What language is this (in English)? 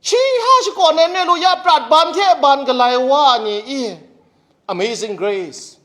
Kachin